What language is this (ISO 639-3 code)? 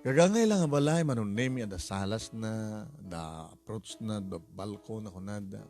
ilo